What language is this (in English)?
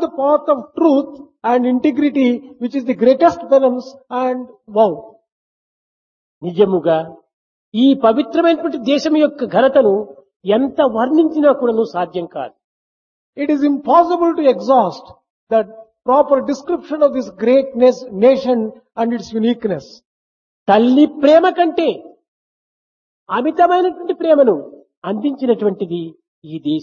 Telugu